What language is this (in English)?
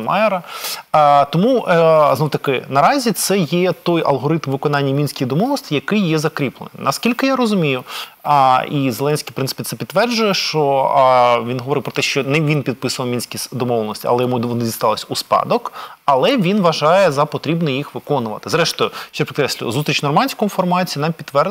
Ukrainian